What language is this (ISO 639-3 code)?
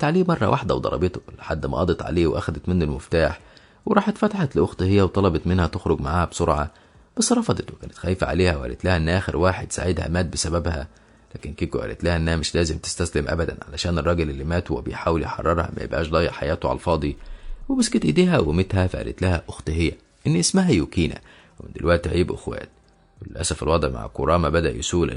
arz